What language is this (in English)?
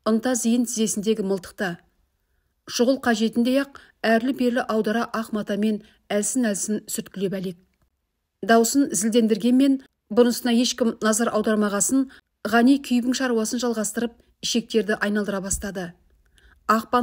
Kazakh